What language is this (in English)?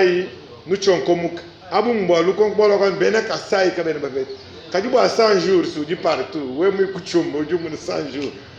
Luba-Lulua